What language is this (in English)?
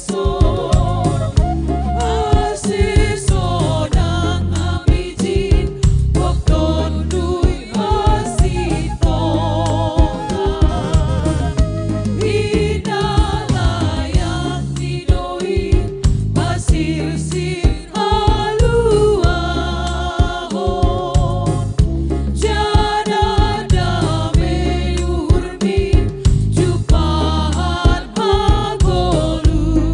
Batak Simalungun